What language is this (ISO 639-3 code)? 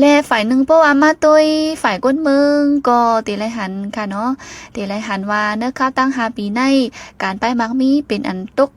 shn